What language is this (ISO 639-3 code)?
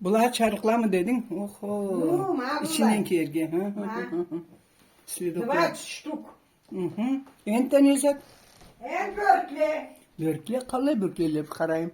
krc